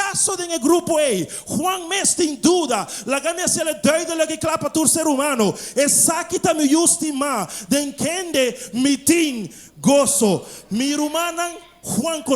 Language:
Papiamento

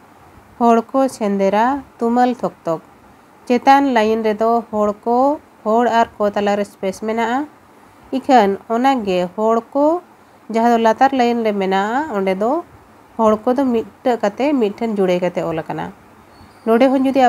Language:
Santali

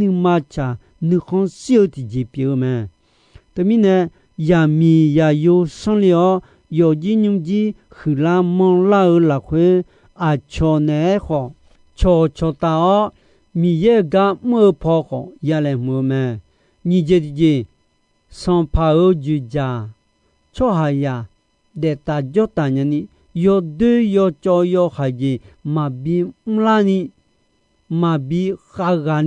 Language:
Akha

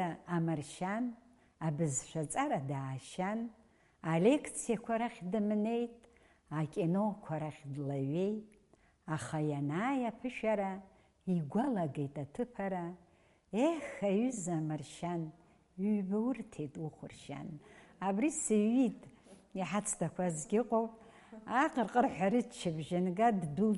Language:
Abkhazian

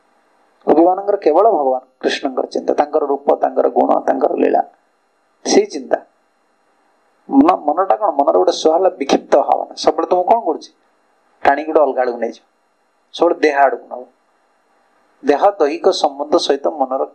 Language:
Odia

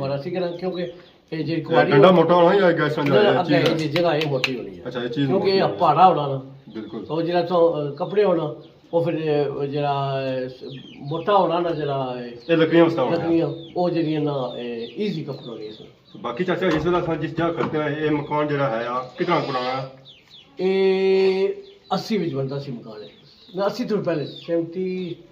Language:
Pahari-Potwari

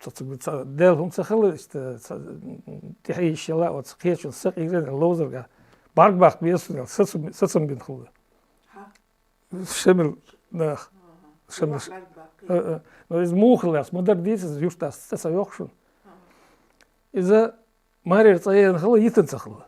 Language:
Chechen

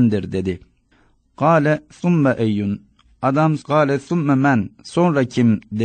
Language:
Turkish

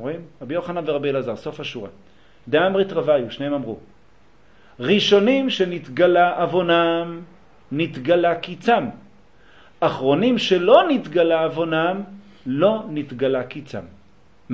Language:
Hebrew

